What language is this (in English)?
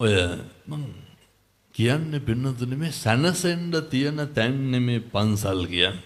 Sinhala